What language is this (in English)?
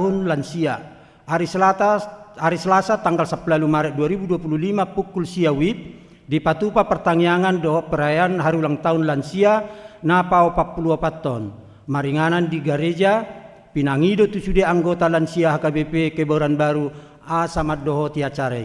Batak Toba